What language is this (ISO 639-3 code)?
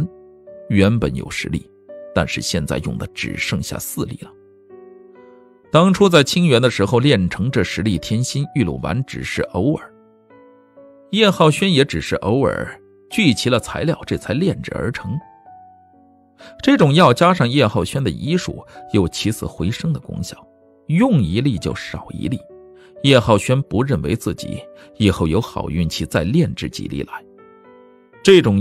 zho